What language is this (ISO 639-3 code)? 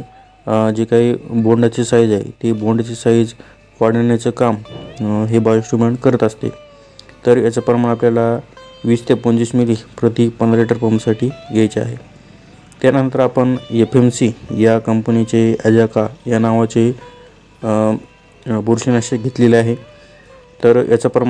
mar